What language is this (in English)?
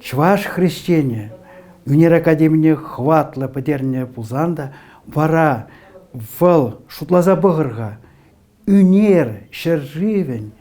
Chuvash